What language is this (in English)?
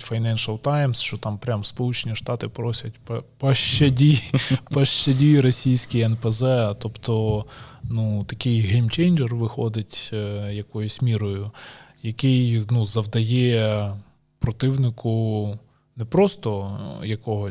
Ukrainian